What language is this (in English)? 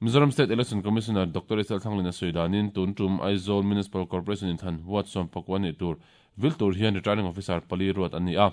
Mizo